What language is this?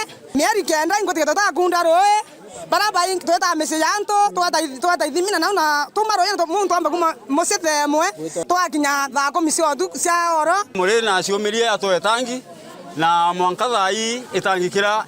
Meru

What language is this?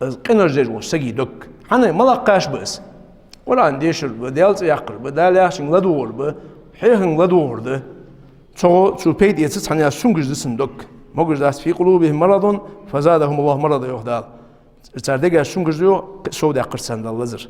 Ingush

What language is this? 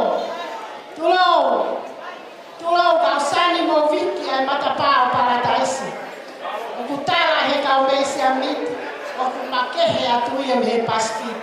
Tongan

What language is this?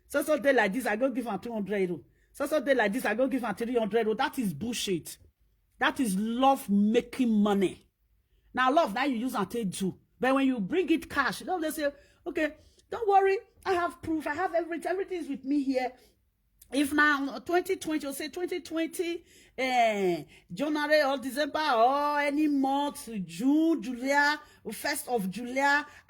Nigerian Pidgin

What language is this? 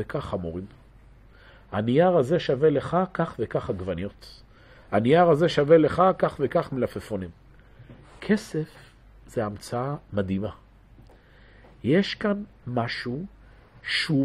Hebrew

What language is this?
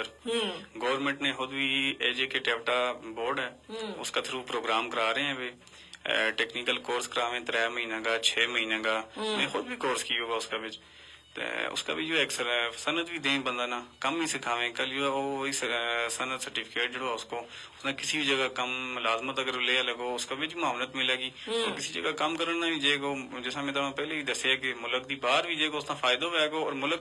Gujari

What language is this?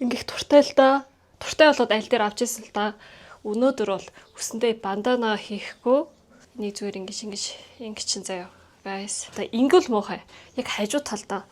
Mongolian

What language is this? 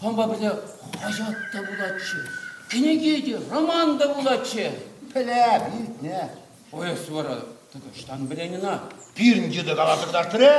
Chuvash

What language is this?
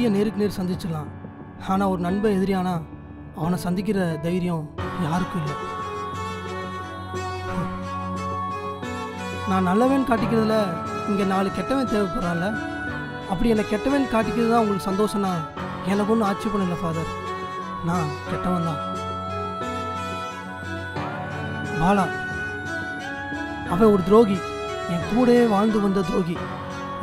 Tamil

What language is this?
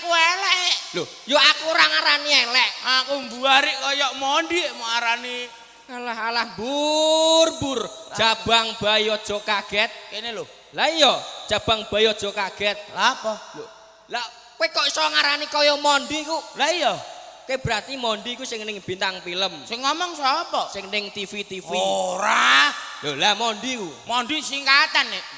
Javanese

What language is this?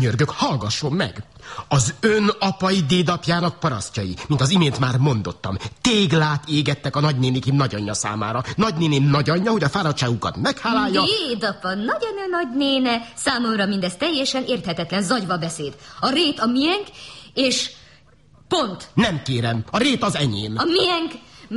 Hungarian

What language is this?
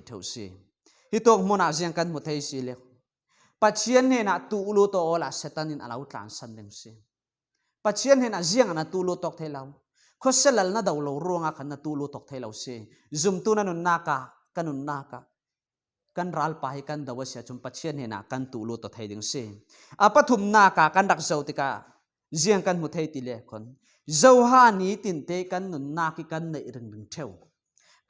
Falam Chin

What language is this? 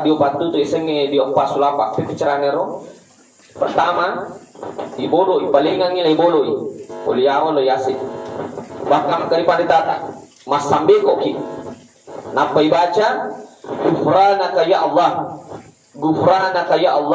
Buginese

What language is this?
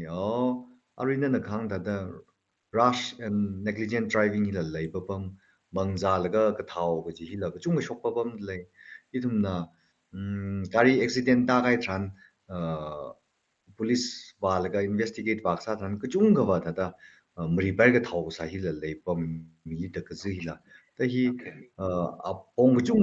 Tangkhul Naga (India)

